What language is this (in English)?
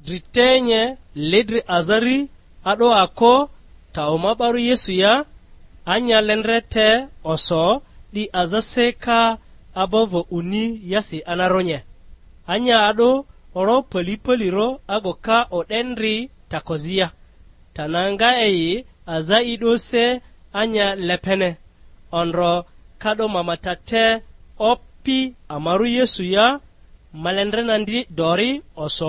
Lugbara